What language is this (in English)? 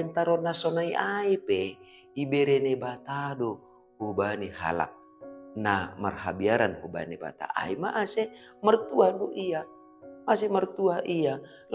Batak Simalungun